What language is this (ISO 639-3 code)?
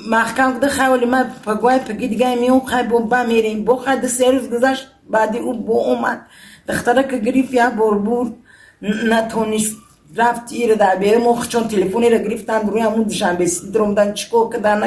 tgk